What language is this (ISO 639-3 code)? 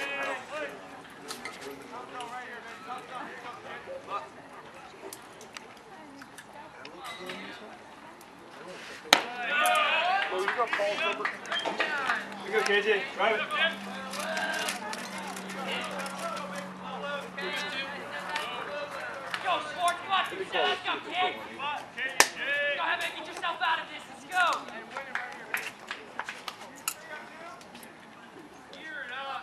eng